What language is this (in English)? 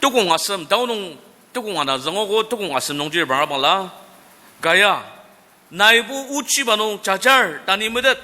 Ao Naga